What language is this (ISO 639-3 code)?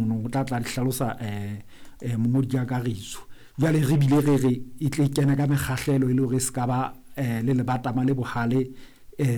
sot